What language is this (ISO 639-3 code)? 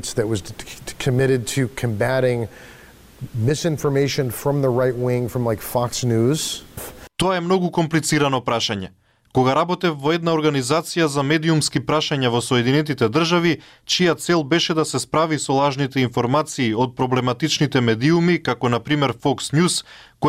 mkd